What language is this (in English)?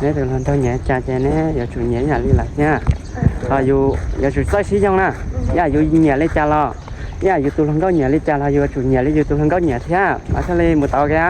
Hmong